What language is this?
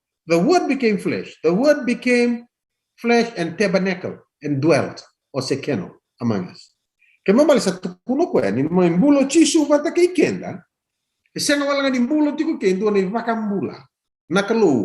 Fijian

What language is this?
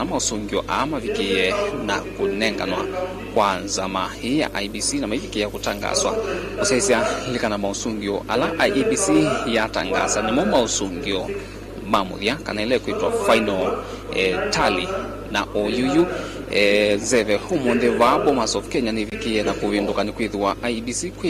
Kamba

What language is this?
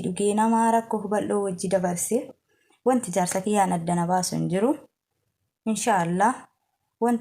Oromo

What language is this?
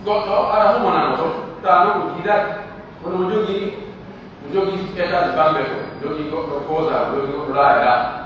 Pular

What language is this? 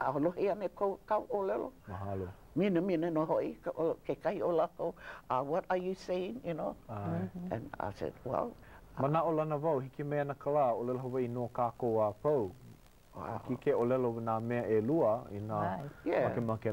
Hawaiian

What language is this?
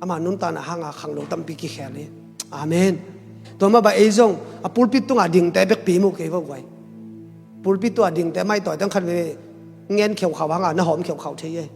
Tedim Chin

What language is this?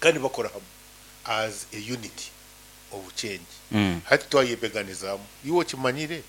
Nyankole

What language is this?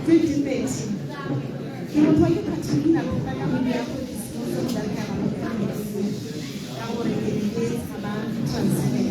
Tswana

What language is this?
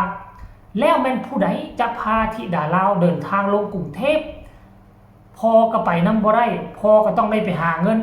Northeastern Thai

